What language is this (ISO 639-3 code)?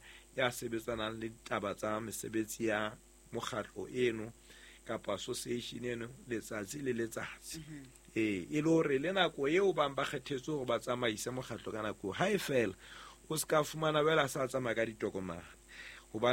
sot